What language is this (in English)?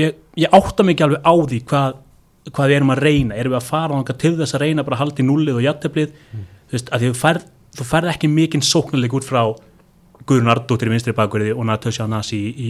Icelandic